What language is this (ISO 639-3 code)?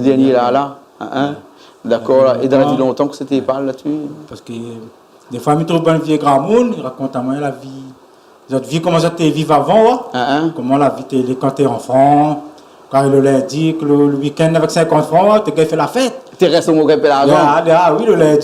rcf